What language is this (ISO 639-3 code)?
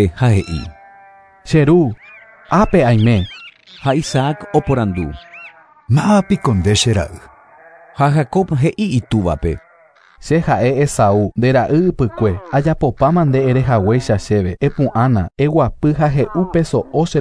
grn